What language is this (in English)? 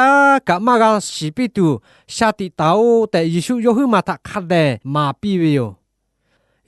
Lahu